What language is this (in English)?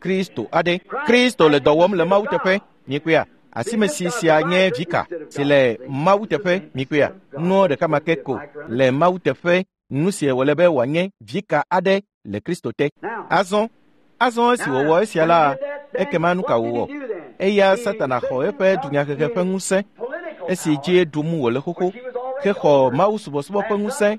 Ewe